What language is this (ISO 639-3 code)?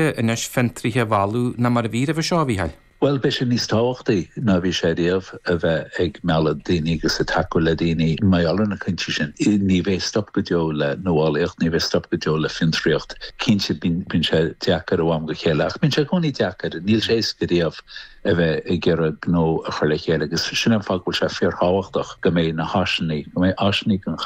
gle